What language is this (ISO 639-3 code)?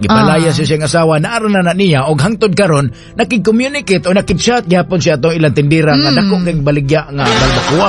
ceb